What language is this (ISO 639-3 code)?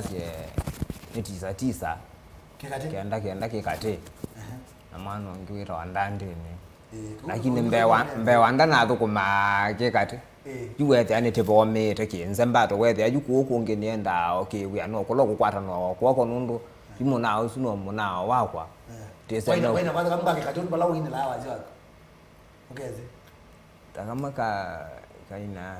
kam